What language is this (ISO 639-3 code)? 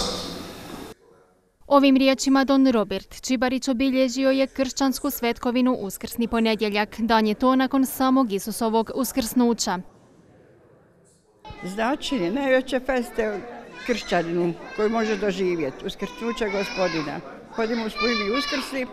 hrv